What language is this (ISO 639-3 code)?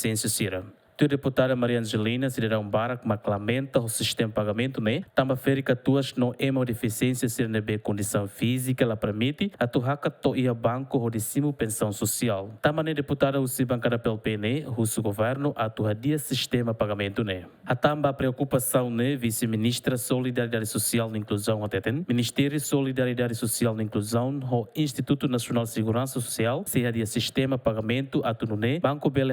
tet